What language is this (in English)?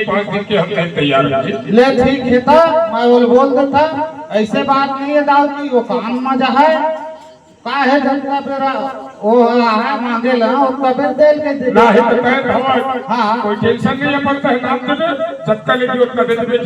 Chhattisgarhi